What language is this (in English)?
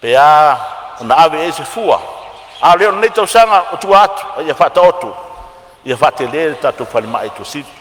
Samoan